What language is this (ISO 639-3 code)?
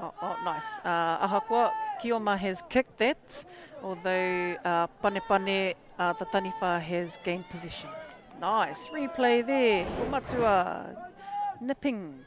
mri